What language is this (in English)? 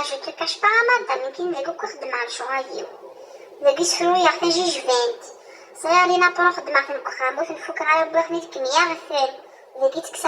Kabyle